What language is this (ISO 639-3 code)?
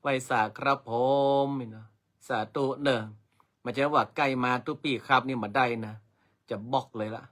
nod